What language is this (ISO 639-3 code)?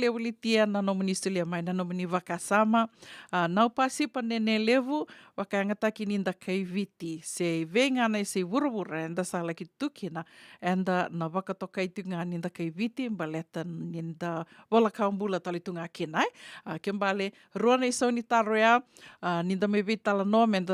fij